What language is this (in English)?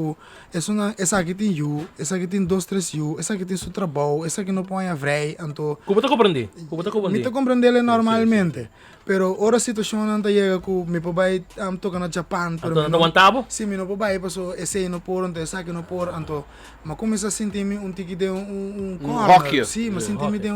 Papiamento